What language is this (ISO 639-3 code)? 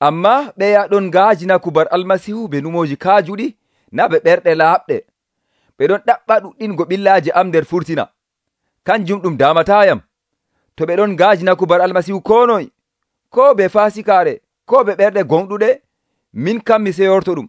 fuv